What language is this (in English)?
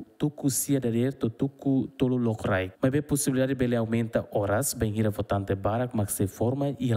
Tetum